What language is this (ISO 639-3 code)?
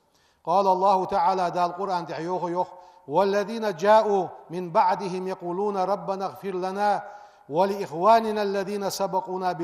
inh